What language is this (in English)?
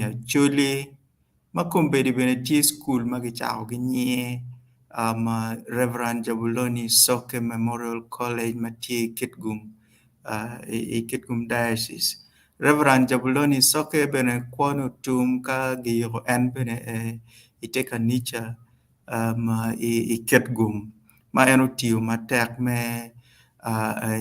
Acoli